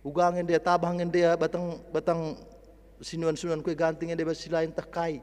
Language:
Batak Karo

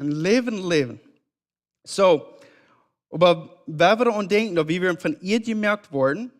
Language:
Plautdietsch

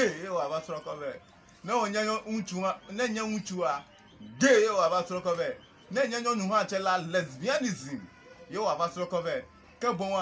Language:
Ewe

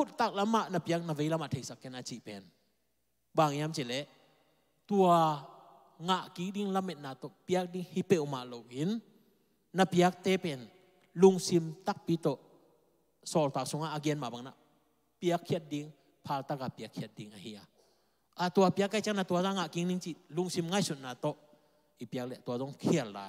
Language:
Tedim Chin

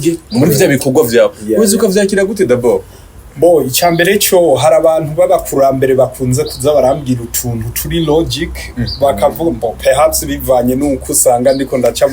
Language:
Rundi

